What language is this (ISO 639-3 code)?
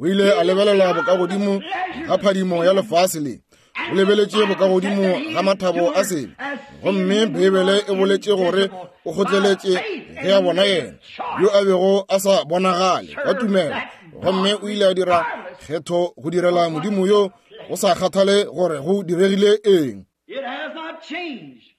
nso